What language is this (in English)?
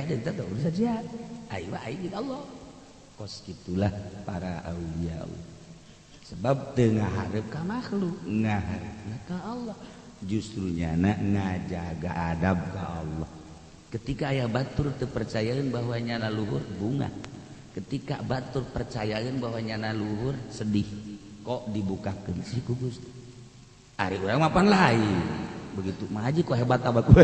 Sundanese